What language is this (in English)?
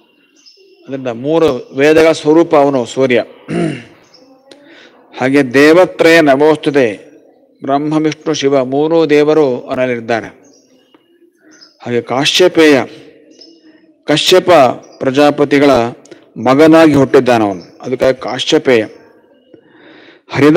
Kannada